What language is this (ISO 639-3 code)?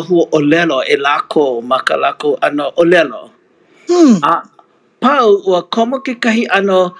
haw